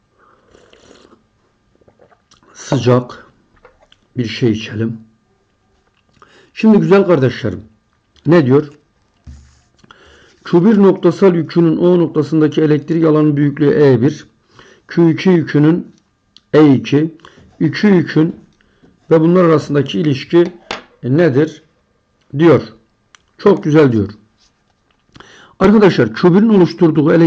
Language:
Turkish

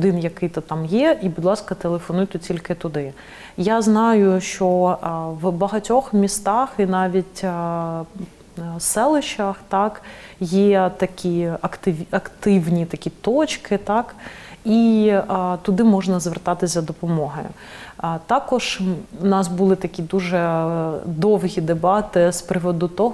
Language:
Ukrainian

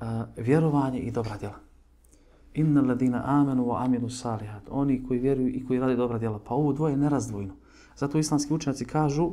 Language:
Bosnian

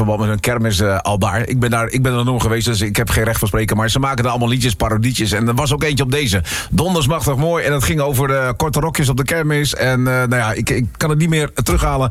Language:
Dutch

